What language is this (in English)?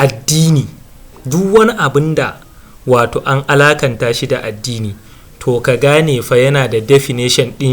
Hausa